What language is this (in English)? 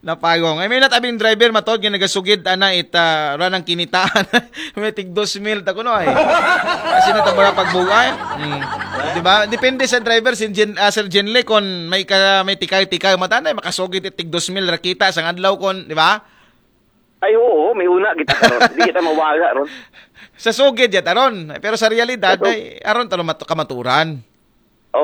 Aklanon